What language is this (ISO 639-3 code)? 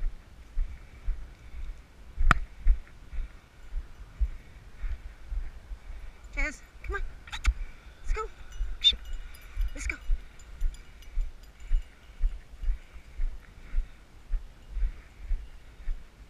eng